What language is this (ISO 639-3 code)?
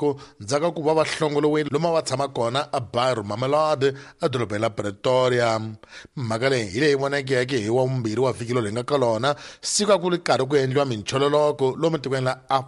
tso